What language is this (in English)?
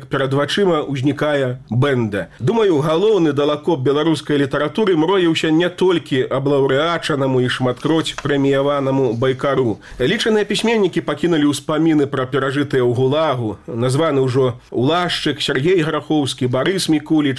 Belarusian